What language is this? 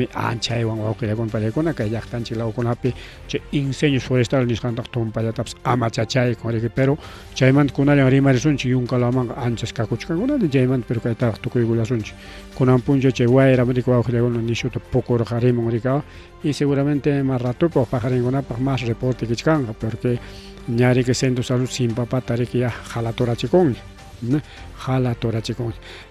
Ayacucho Quechua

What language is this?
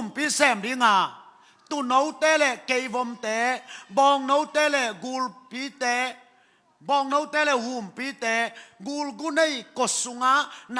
Tedim Chin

